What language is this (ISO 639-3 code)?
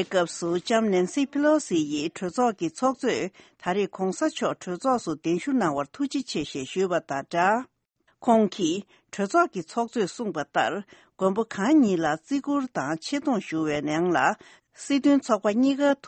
bod